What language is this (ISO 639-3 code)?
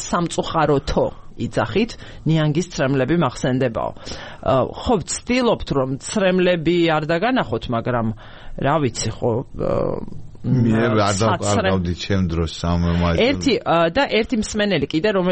kat